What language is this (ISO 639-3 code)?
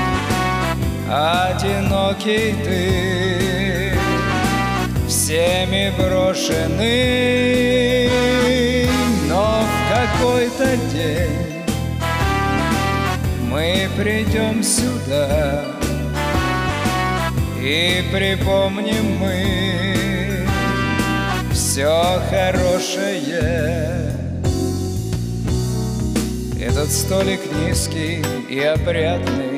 rus